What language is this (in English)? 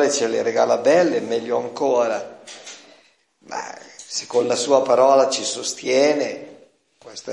Italian